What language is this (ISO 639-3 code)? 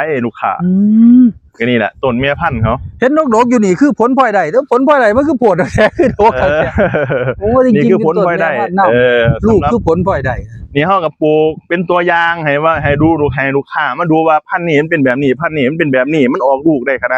tts